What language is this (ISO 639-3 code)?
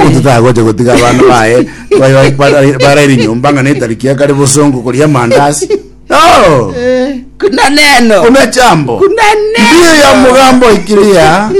guz